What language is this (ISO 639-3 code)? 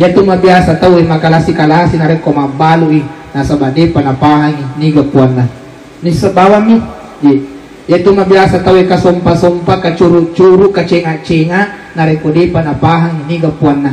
bug